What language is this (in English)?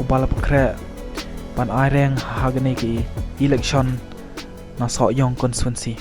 Khasi